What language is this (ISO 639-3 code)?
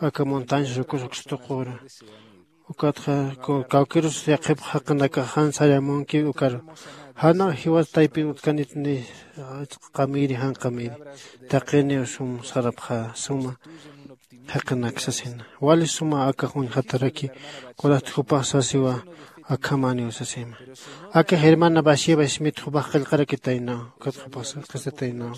aym